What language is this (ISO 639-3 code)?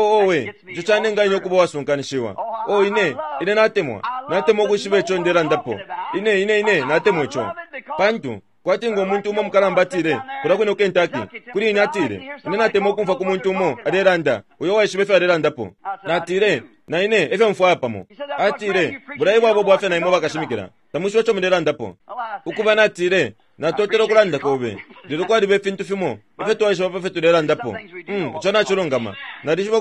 bem